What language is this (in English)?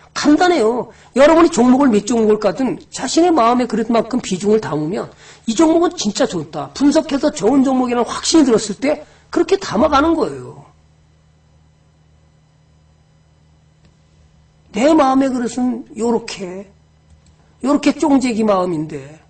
Korean